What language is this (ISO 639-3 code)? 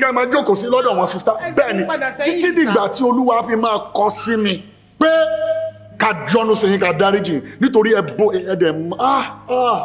yor